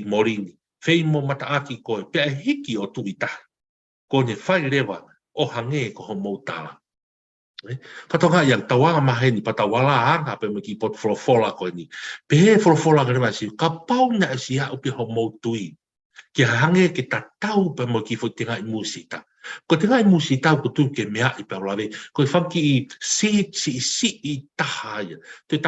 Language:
Tongan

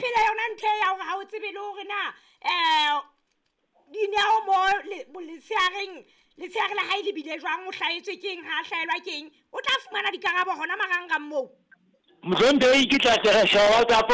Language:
Southern Sotho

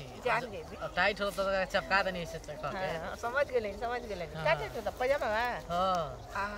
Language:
Bhojpuri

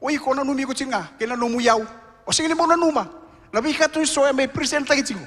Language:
Fijian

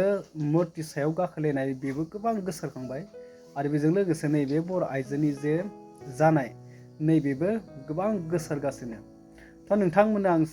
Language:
Bodo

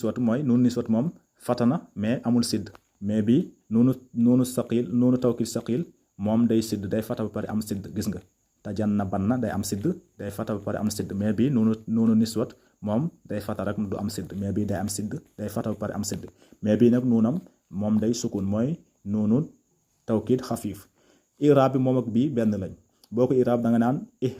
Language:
Wolof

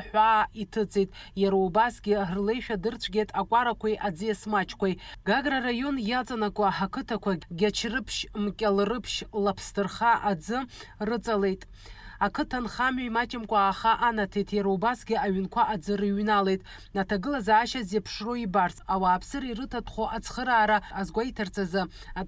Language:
Abkhazian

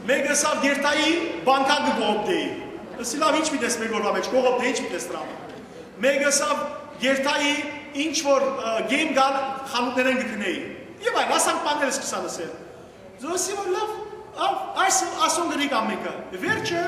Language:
Western Armenian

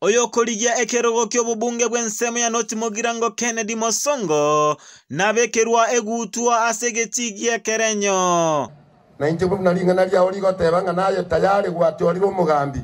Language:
Gusii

